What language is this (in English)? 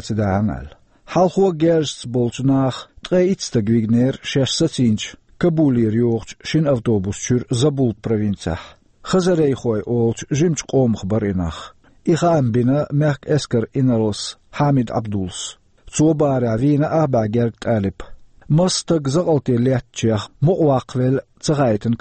Chechen